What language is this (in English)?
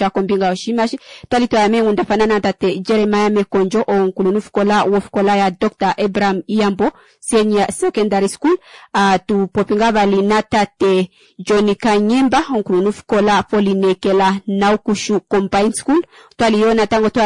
Kuanyama